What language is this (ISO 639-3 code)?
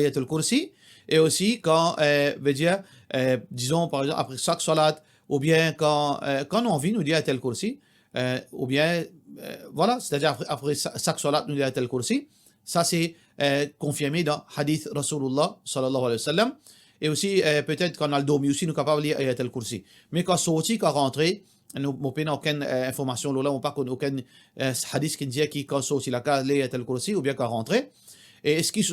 mfe